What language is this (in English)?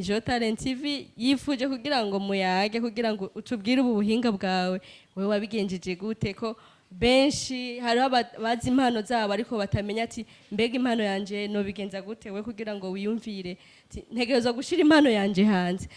Rundi